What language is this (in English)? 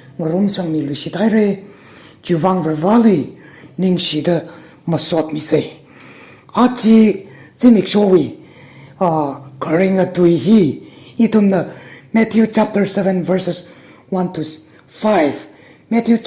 Tangkhul Naga (India)